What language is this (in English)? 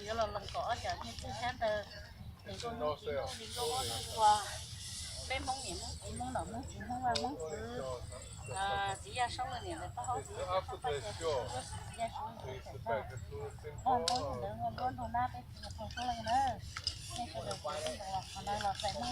Hmong